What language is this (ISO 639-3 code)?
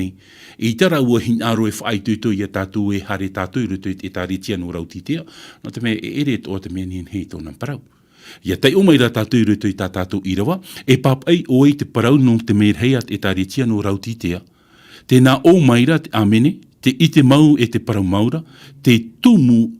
tah